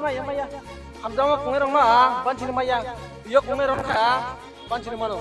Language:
Kok Borok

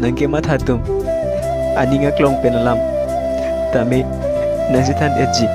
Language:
Karbi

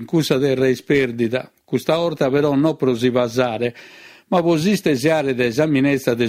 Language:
Sardinian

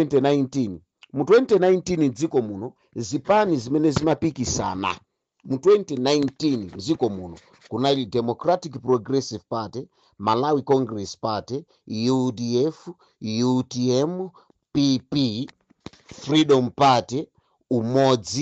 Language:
Nyanja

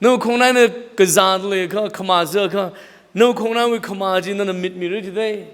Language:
Tangkhul Naga (India)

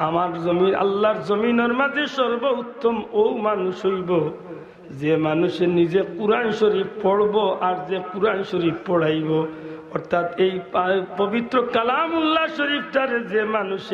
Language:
Sylheti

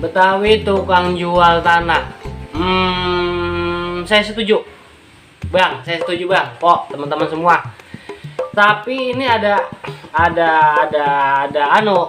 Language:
Betawi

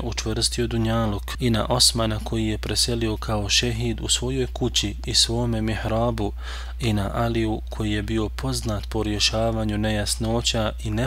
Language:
Bosnian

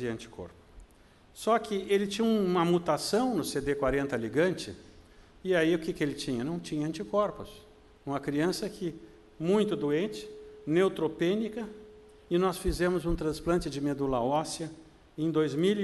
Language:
Portuguese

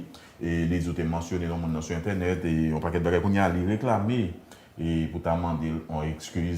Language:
Haitian Creole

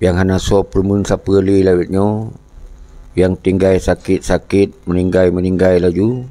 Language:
Achinese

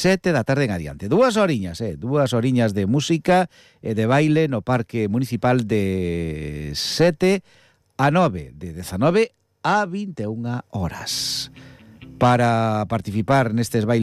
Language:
Galician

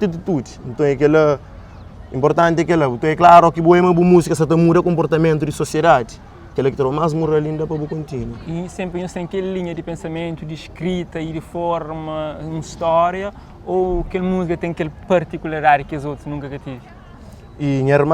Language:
Kabuverdianu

